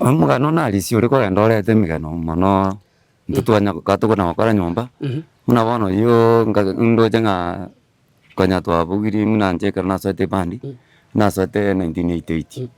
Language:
Gusii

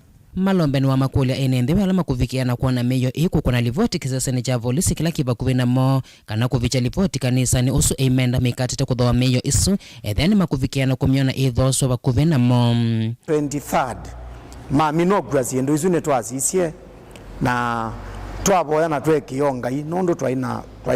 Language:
Kamba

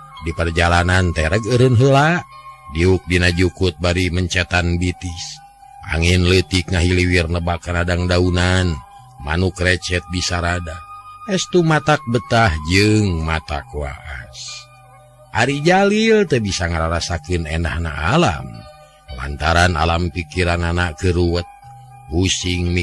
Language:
Sundanese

